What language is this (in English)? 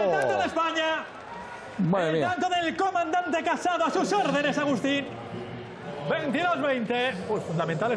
Spanish